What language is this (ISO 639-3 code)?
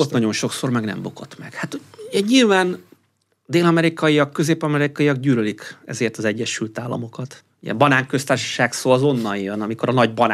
hun